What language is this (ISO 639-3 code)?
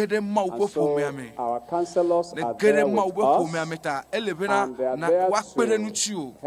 ewe